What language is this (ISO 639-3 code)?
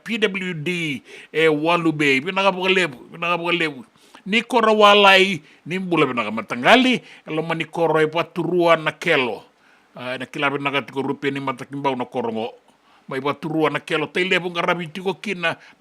fij